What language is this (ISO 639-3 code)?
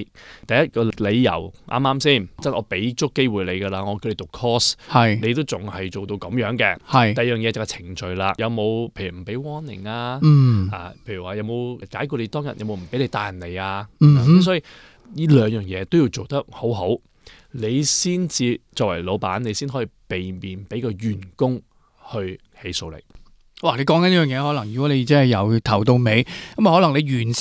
yue